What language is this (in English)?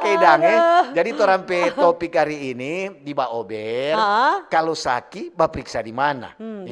Manado Malay